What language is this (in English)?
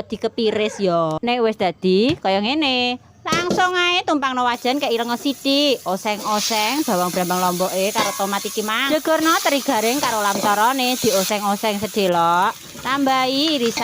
Javanese